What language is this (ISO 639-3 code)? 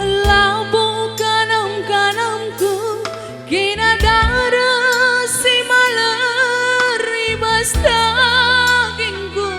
btx